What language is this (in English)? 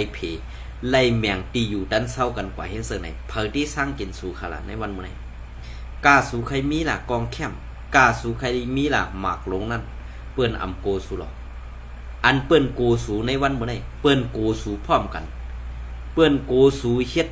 Shan